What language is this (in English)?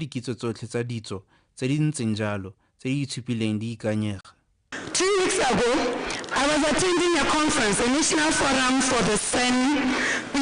Tswana